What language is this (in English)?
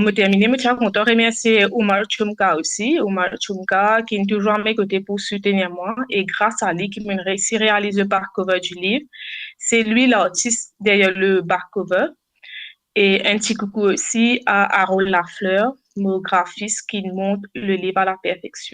Morisyen